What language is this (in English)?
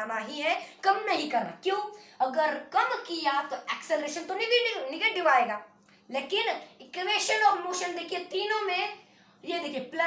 Hindi